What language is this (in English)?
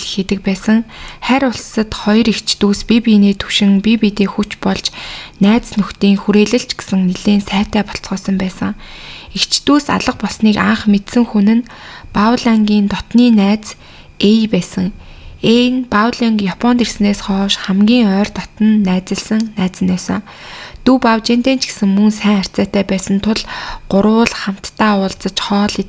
Mongolian